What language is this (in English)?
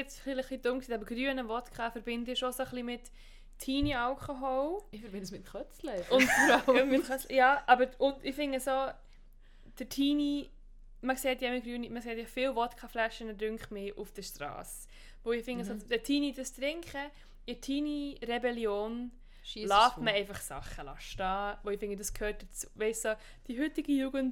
German